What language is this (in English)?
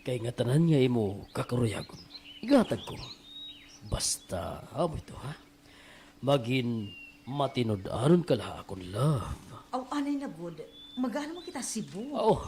Waray